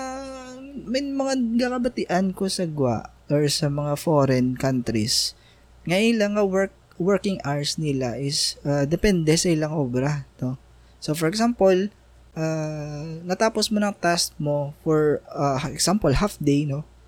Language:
Hiligaynon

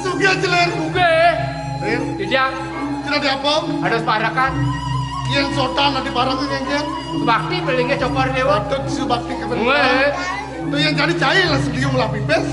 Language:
Balinese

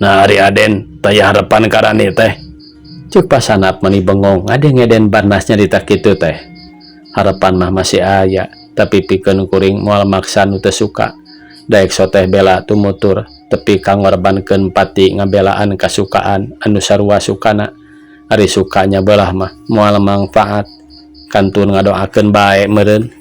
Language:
Sundanese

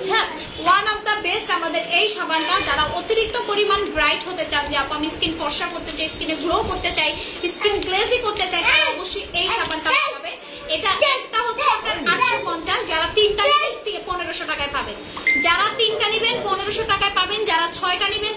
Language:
Bangla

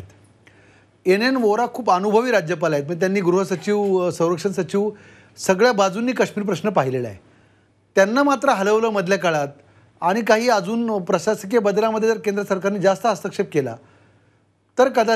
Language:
Marathi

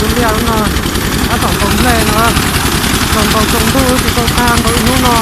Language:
Hmong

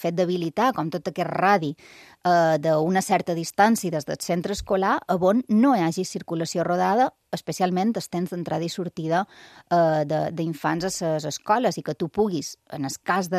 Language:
Catalan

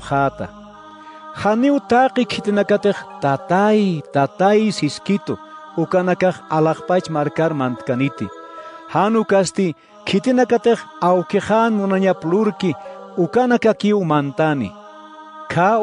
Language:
Aymara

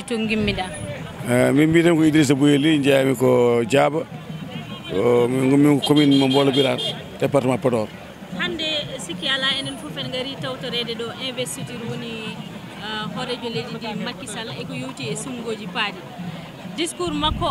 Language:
Fula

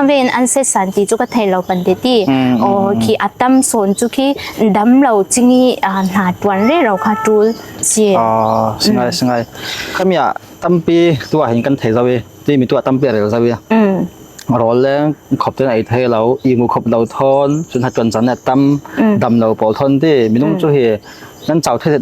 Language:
Falam Chin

